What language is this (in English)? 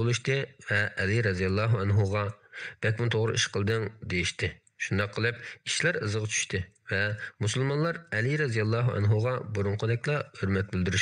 Uyghur